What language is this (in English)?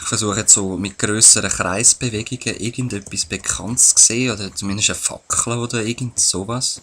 Swiss German